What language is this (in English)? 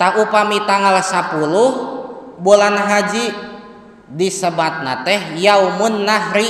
Sundanese